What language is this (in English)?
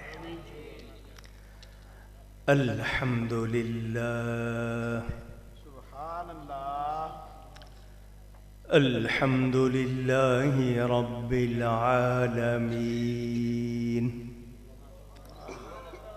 Urdu